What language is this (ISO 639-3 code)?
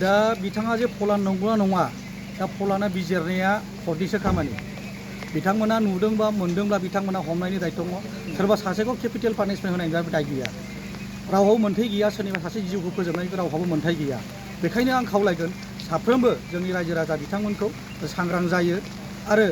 brx